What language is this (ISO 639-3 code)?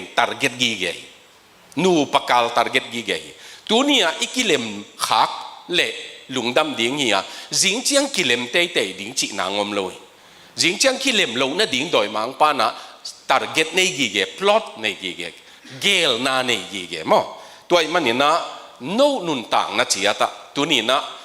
ctd